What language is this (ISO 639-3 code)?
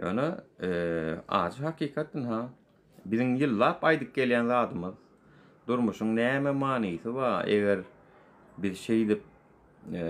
tuk